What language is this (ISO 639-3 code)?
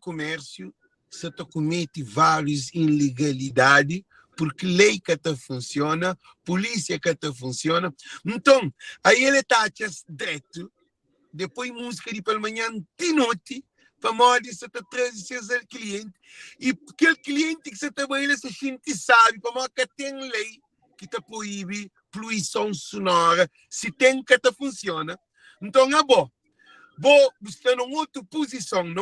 kea